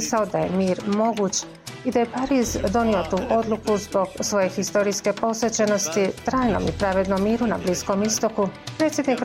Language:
Bosnian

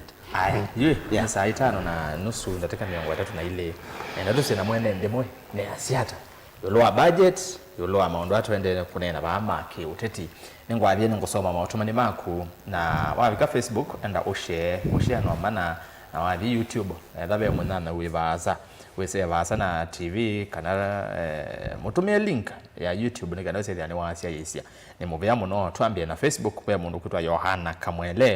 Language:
Kamba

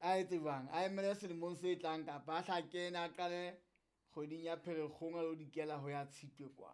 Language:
Southern Sotho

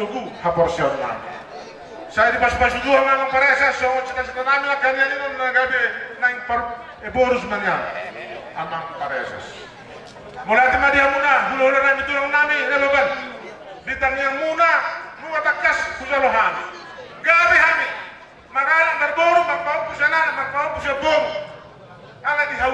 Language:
Batak Toba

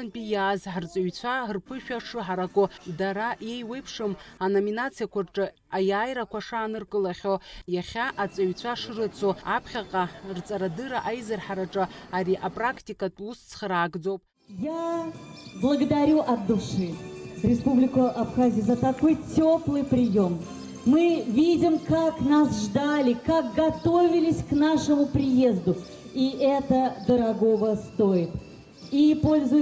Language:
Abkhazian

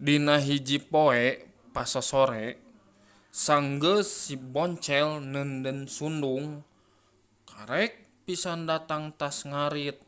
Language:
Sundanese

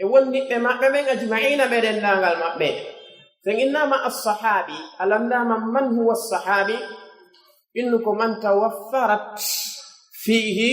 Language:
Pular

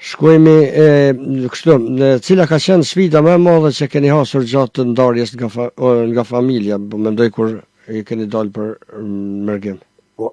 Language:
Albanian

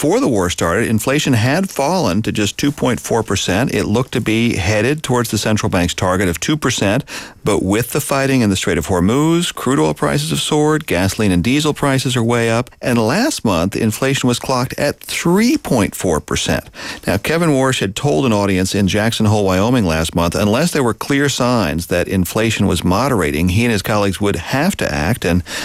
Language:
English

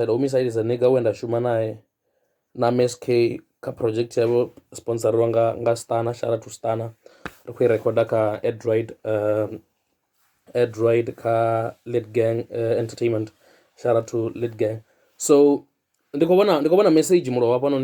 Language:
Venda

